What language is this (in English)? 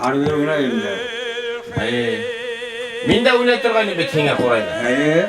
Bashkir